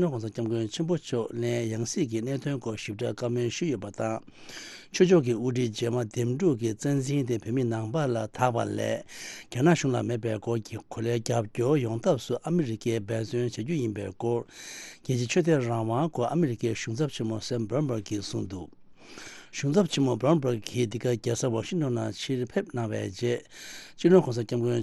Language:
Tibetan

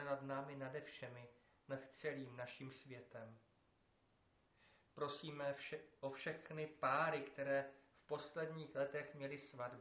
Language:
Czech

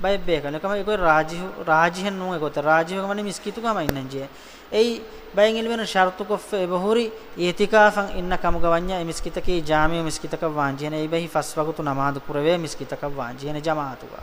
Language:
Divehi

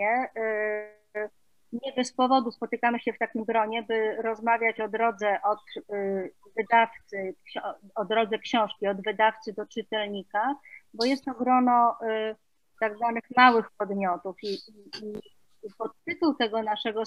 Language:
Polish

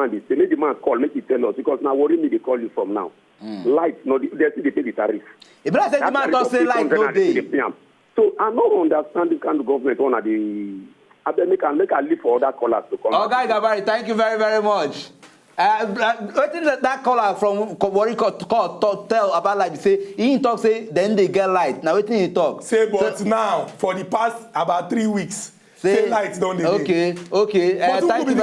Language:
Nigerian Pidgin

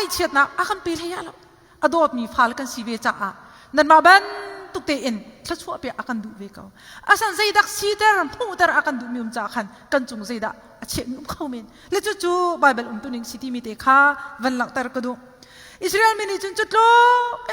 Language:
Hakha Chin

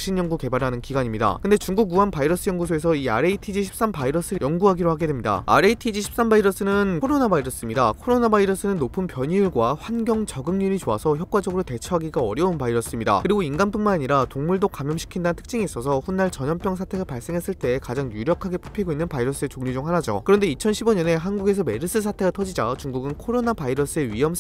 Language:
Korean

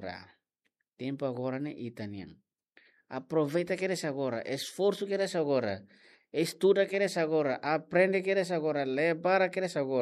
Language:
Tetum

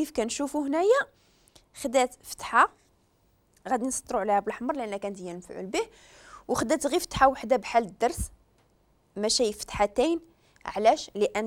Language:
Moroccan Arabic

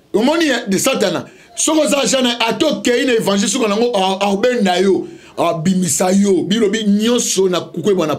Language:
Lingala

